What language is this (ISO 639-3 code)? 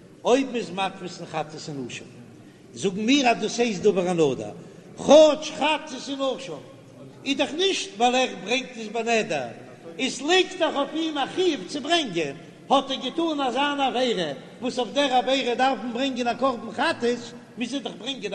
yid